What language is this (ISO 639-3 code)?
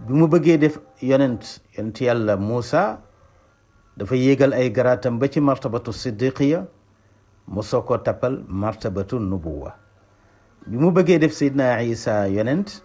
wol